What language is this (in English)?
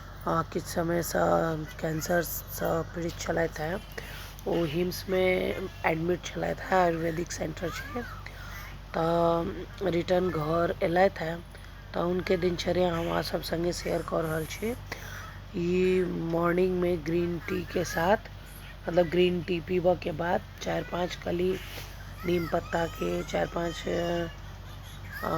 Maithili